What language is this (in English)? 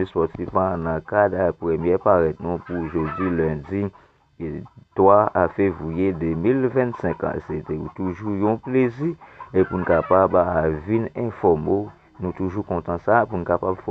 Haitian Creole